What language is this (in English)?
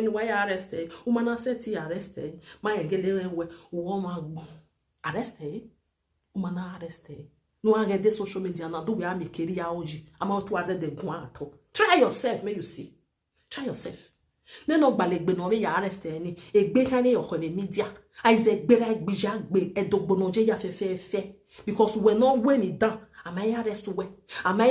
Nigerian Pidgin